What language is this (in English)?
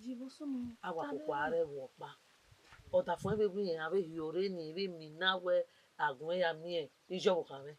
Bini